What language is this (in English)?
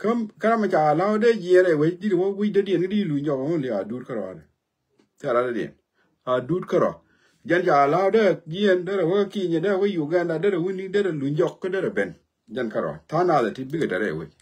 Nuer